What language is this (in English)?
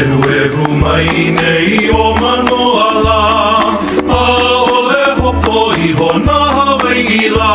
Hawaiian